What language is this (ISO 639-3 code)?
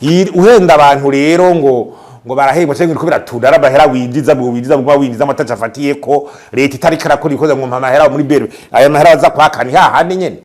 run